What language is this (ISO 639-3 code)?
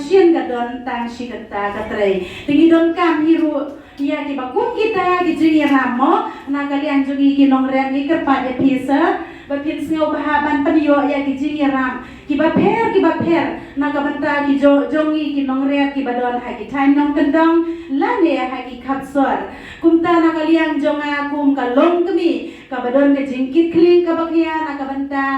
kha